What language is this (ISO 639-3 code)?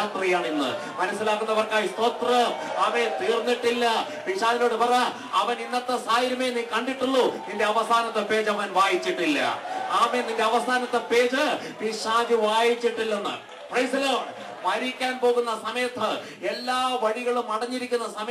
mal